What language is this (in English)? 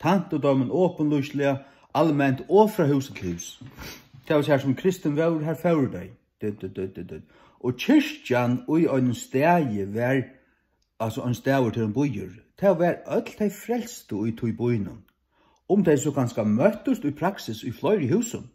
Faroese